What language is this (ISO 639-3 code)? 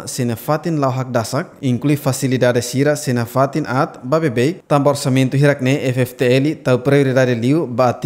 tet